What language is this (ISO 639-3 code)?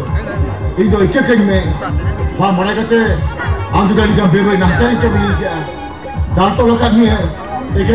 sat